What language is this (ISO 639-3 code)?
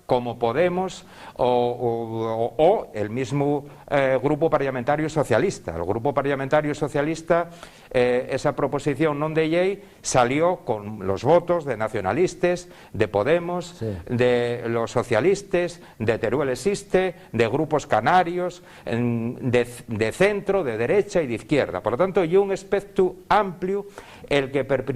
ast